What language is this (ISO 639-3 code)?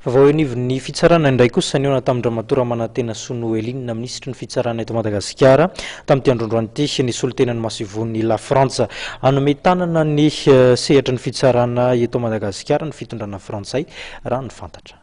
mlg